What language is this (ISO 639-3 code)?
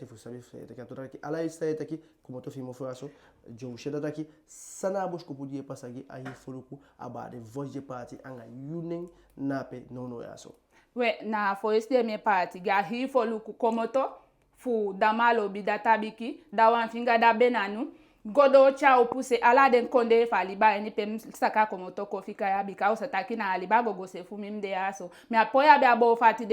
djk